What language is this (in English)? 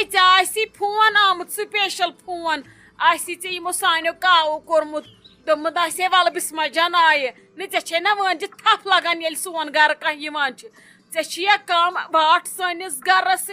Kashmiri